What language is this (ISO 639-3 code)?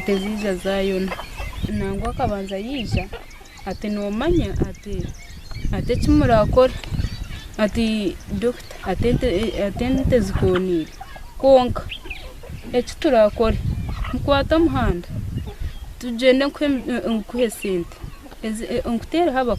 nyn